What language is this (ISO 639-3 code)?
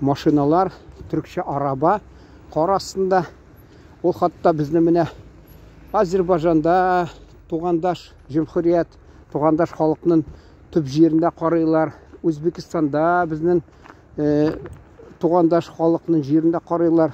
tat